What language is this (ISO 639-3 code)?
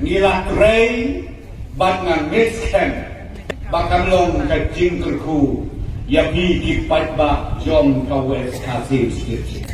kha